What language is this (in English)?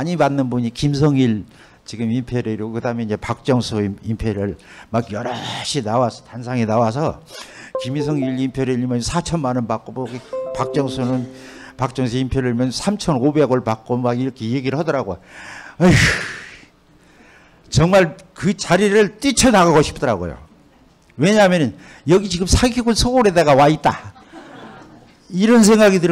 Korean